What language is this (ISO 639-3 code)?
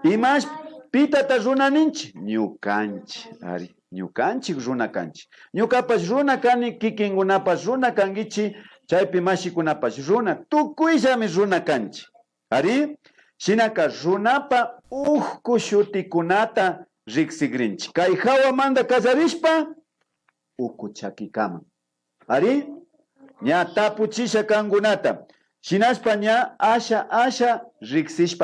qvi